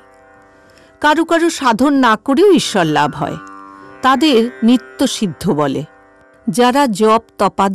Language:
Bangla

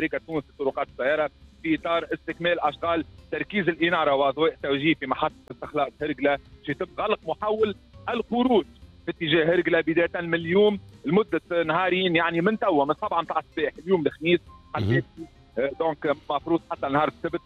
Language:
Tunisian Arabic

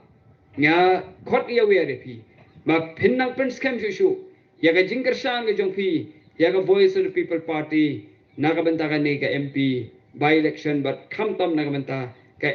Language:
Khasi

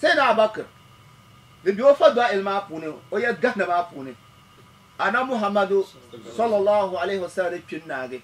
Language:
Dagbani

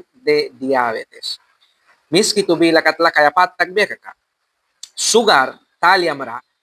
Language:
Mískito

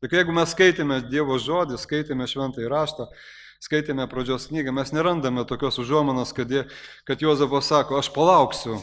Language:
Lithuanian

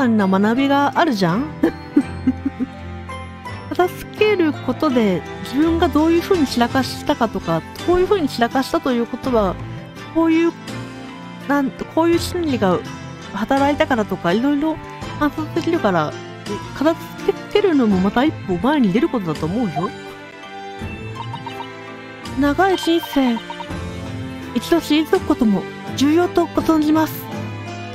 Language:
Japanese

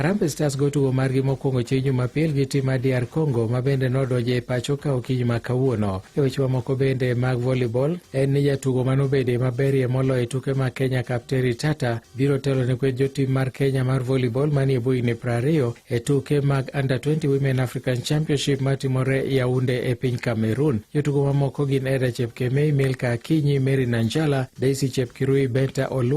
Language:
Luo (Kenya and Tanzania)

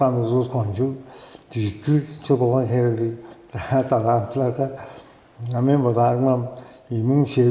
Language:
Tuvinian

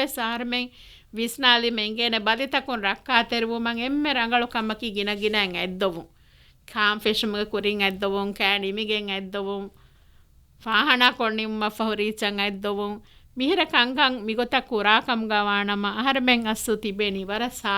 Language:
Divehi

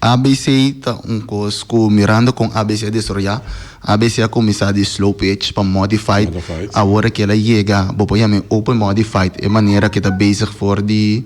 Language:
Papiamento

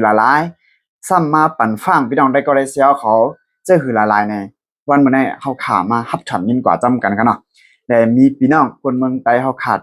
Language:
Shan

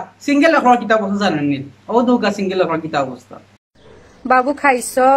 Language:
Sylheti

